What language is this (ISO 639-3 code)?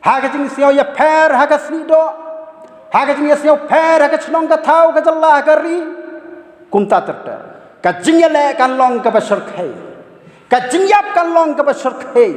kha